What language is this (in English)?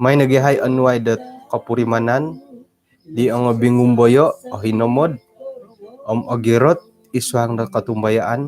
Central Dusun